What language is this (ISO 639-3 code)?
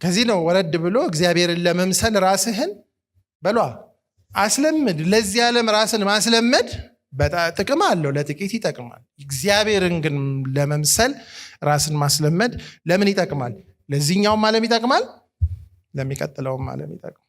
amh